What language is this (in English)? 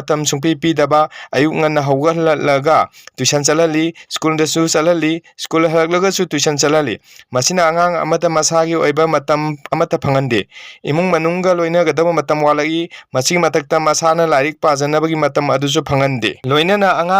Manipuri